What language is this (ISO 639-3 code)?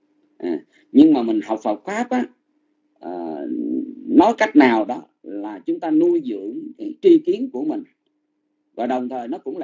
vie